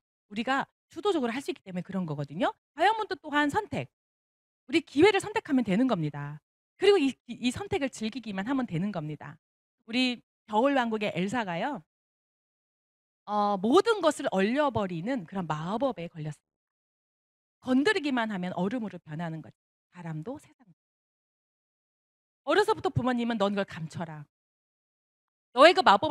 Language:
Korean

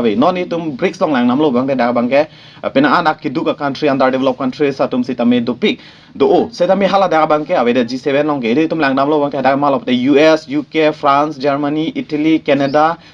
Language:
Karbi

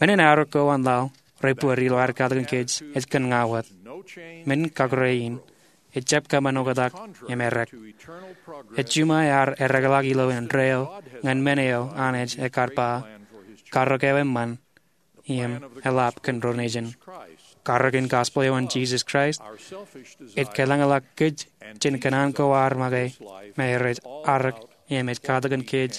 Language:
Marshallese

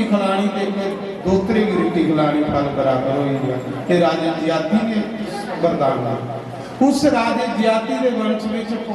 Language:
Dogri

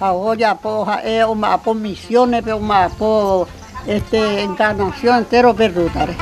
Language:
Guarani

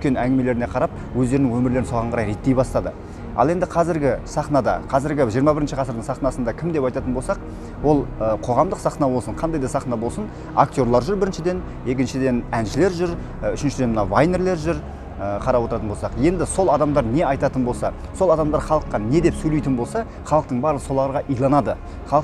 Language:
Kazakh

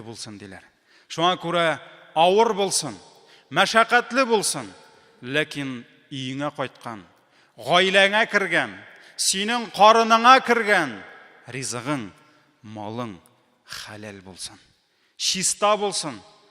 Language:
Tatar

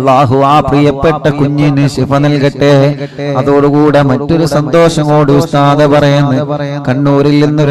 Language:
Malayalam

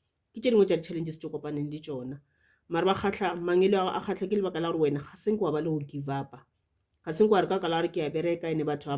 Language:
Northern Sotho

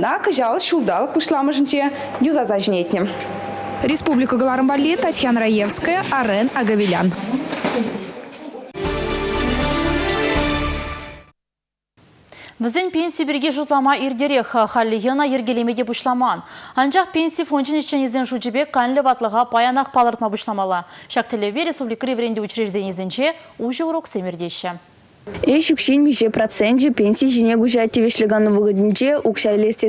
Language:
Chuvash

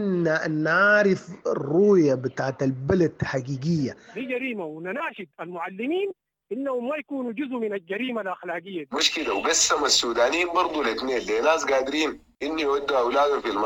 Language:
Sudanese Arabic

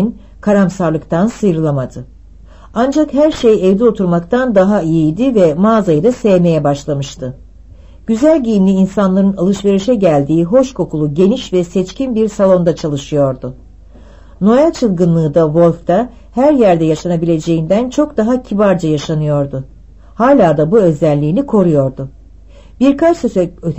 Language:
Turkish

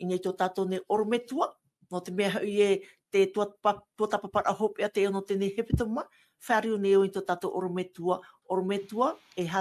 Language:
Tahitian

